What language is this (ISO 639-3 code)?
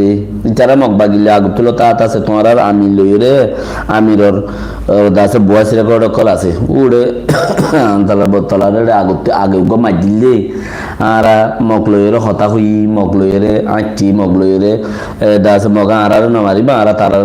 rhg